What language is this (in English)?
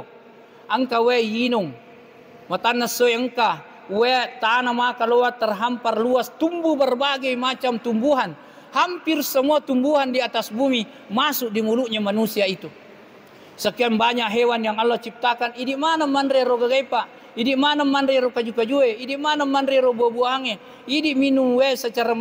Buginese